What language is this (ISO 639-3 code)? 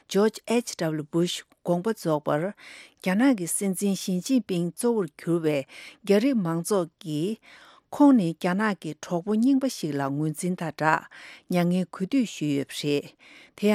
bod